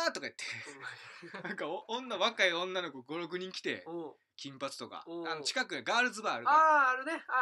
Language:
Japanese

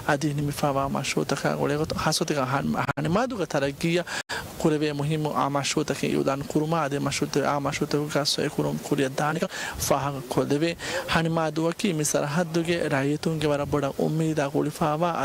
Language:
Divehi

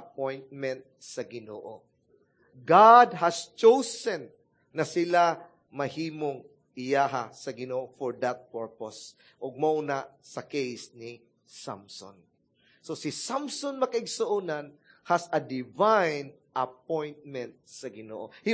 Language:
Cebuano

